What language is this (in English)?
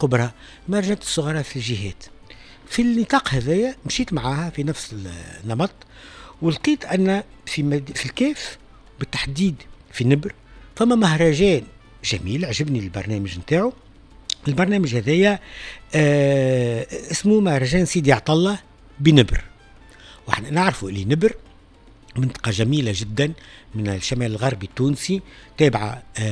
Tunisian Arabic